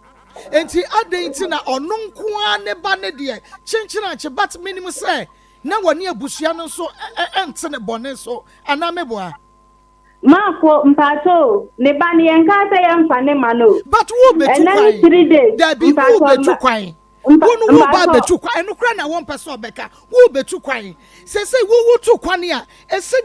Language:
Akan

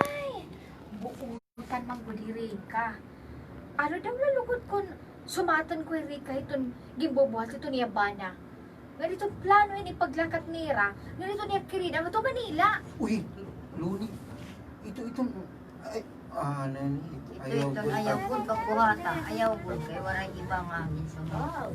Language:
Waray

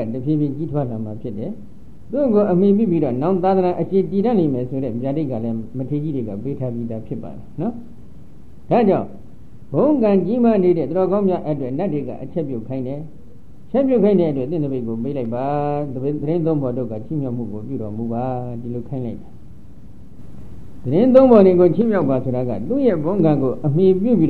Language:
Burmese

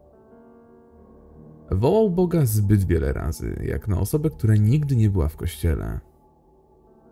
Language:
Polish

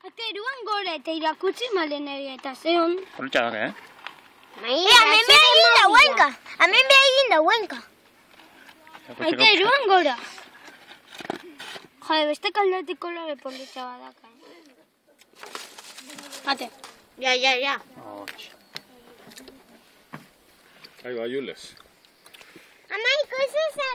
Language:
Basque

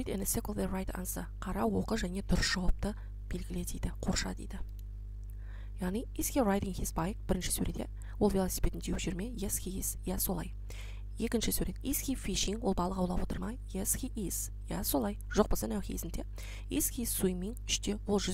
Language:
Kazakh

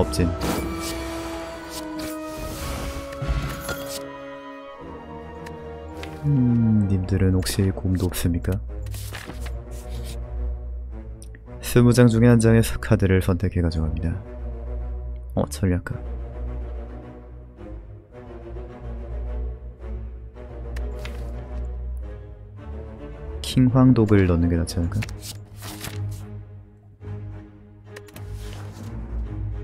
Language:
Korean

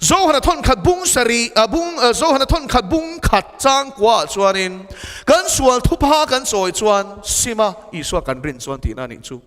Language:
Mizo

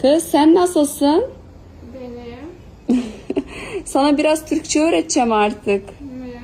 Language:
Uzbek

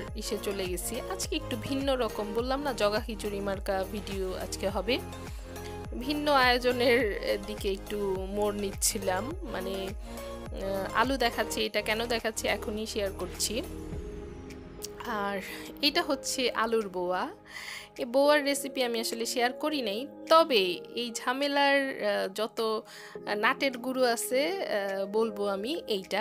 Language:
Bangla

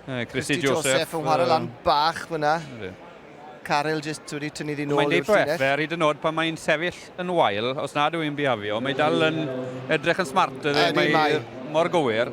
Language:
Welsh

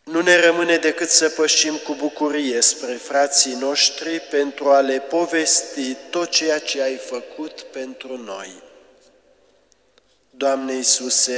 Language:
Romanian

